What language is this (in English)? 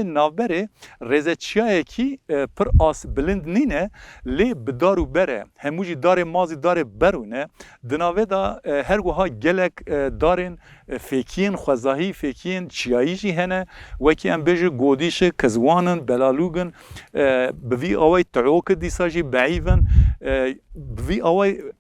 Kurdish